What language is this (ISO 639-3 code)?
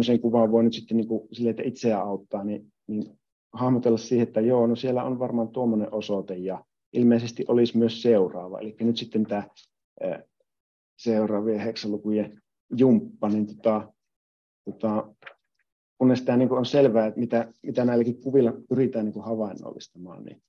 fin